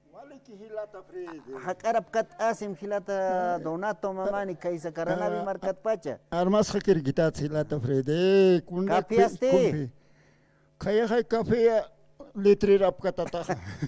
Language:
Aymara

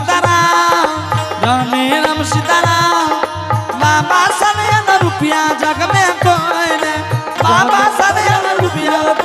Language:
Angika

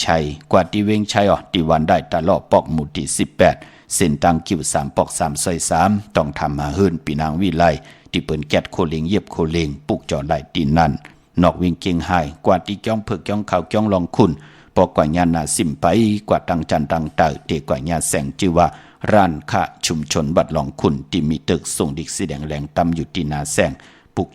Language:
Shan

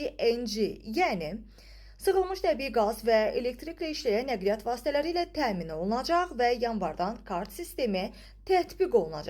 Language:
Azerbaijani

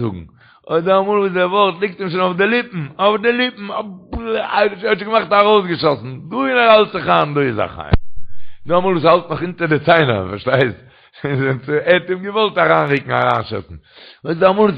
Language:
Yiddish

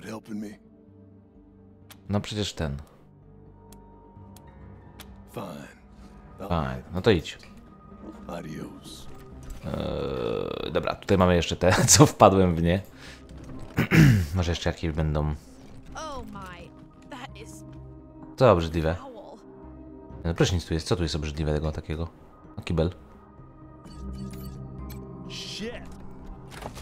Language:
Polish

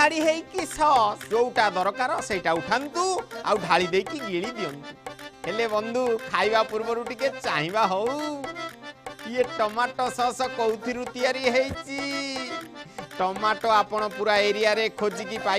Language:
Odia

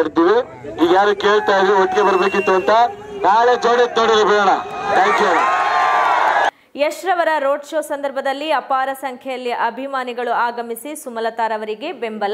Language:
Kannada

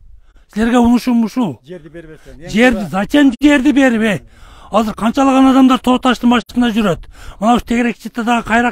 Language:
Kyrgyz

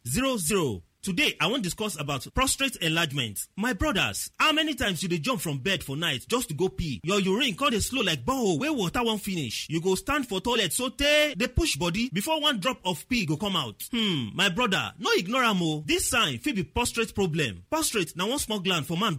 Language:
Nigerian Pidgin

